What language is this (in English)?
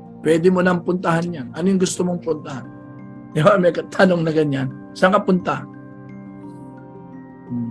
Filipino